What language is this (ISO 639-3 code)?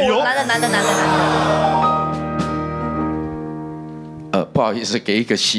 zho